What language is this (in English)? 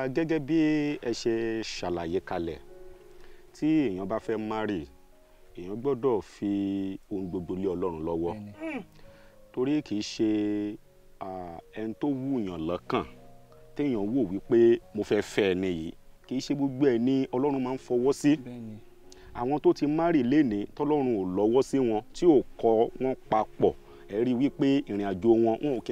Yoruba